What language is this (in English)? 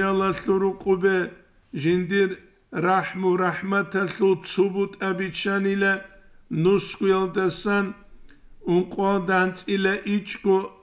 Avaric